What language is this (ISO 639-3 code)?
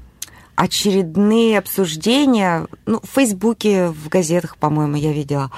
rus